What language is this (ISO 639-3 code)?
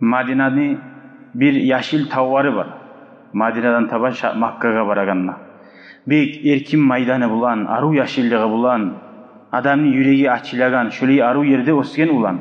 kum